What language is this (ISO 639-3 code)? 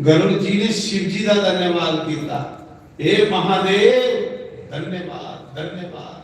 doi